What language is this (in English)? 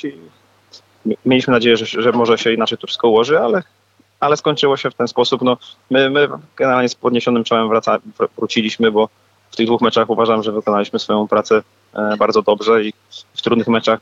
Polish